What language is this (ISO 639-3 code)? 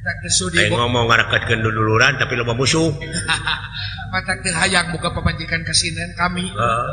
sun